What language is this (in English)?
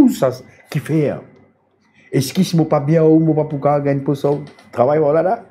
Morisyen